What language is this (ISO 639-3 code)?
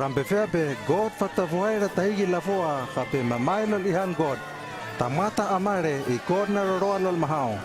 lml